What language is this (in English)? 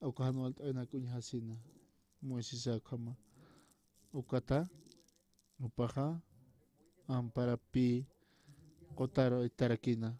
Aymara